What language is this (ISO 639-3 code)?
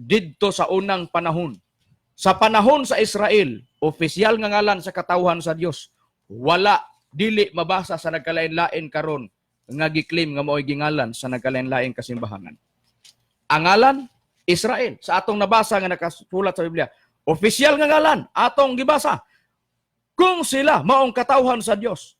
ceb